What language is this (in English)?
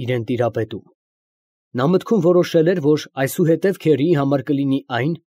Armenian